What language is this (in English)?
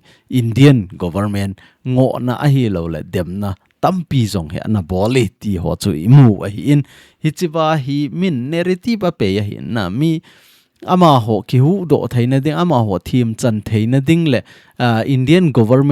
Thado Chin